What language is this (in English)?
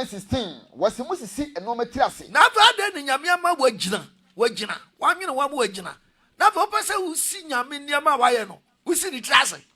Akan